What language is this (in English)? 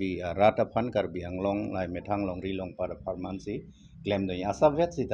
Karbi